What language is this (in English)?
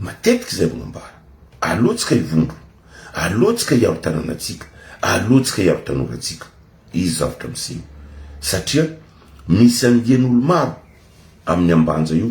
Malagasy